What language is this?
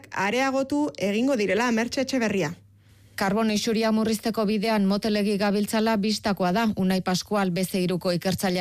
Basque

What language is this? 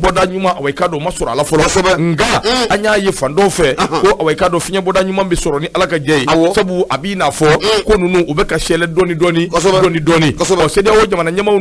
Bambara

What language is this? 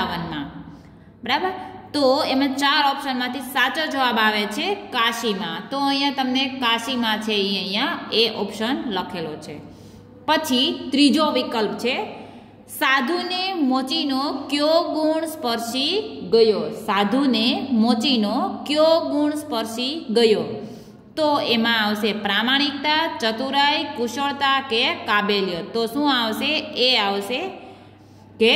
Gujarati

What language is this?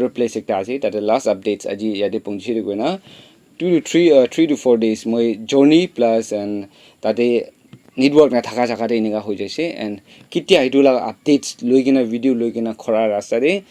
Naga Pidgin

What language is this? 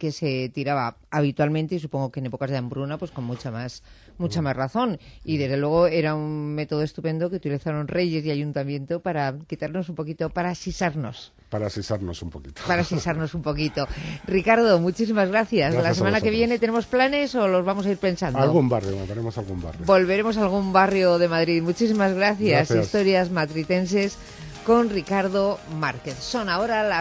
Spanish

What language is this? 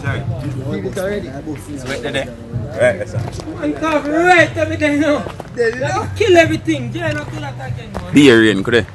Jamaican Creole English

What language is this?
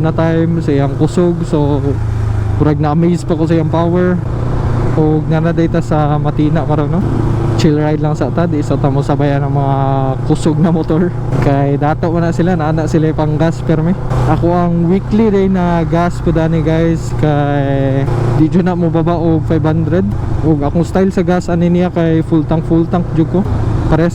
Cebuano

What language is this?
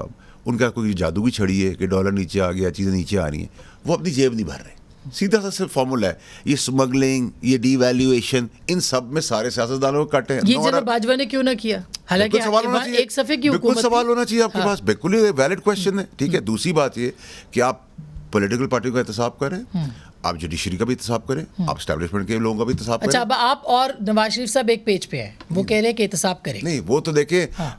Urdu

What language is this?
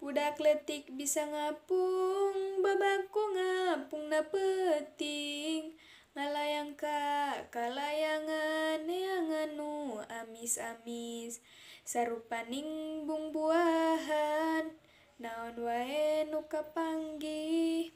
Sundanese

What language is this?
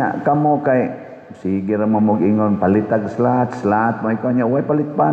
Cebuano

